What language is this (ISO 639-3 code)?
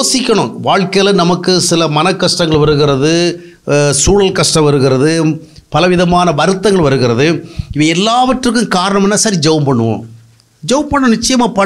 tam